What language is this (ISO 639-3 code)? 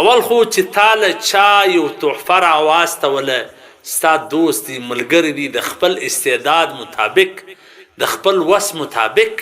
pus